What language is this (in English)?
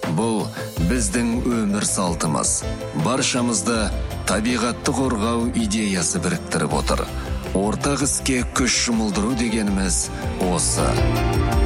Kazakh